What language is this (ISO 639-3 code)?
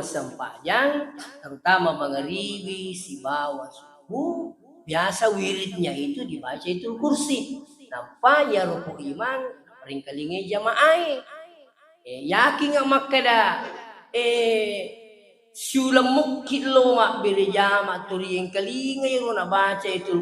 bug